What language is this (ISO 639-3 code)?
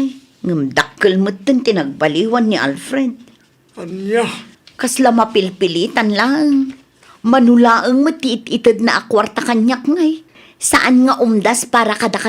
ilo